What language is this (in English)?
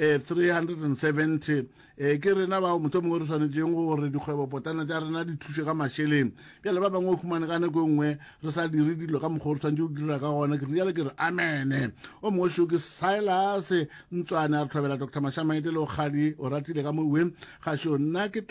Northern Sotho